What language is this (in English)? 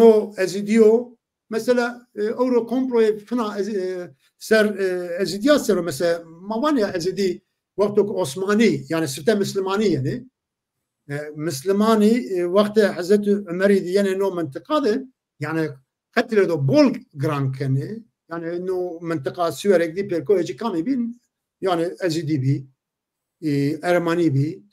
Zaza